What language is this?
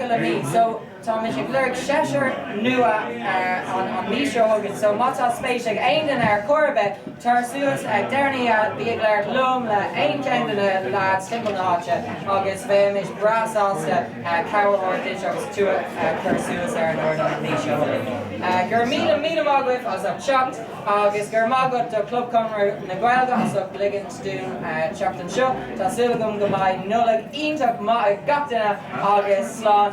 Irish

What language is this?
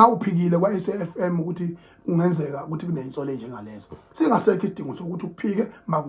Zulu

